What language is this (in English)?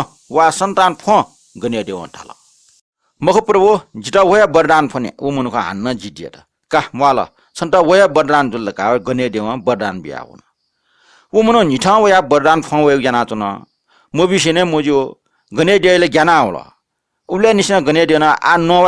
Newari